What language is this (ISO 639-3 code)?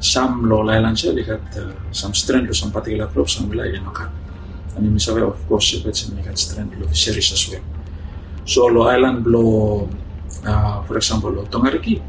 bis